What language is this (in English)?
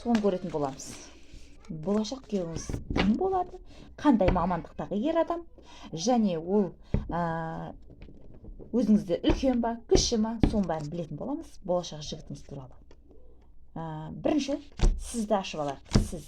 Kazakh